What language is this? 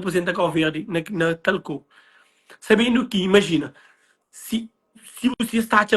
Kabuverdianu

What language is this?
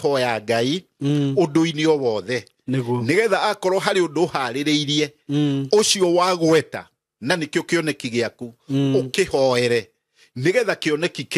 Kikuyu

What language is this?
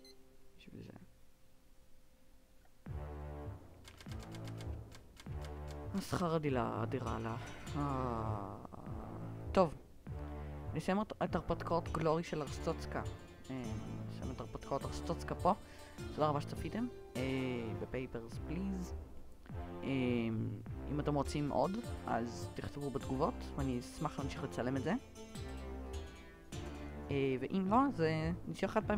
Hebrew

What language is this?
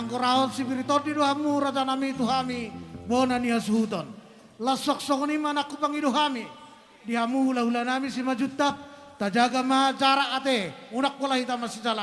Batak Toba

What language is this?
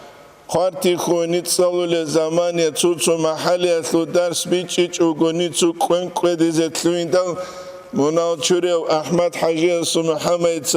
Avaric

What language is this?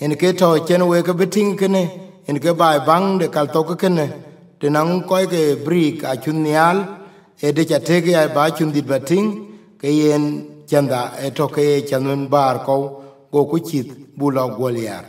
Dinka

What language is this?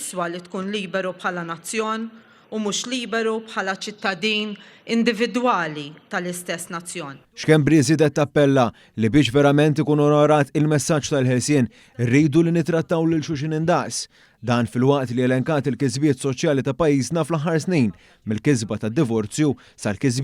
Maltese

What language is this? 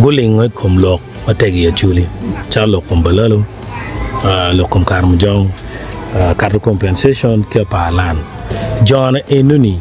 Acoli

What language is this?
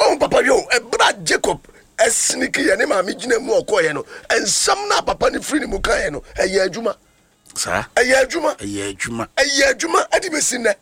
Akan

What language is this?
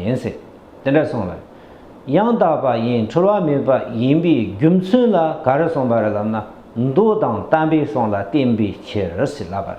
Tibetan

